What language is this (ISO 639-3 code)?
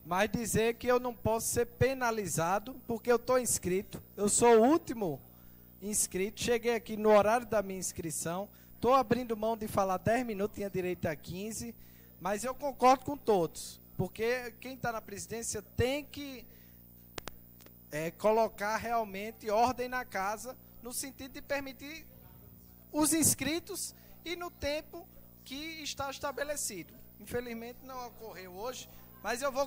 por